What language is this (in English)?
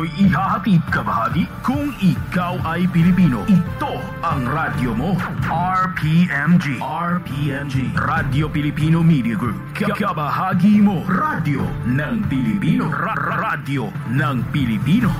Filipino